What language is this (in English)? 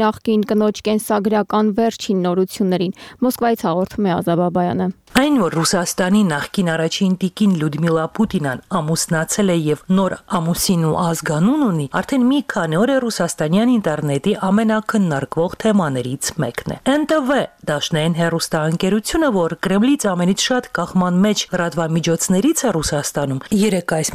Armenian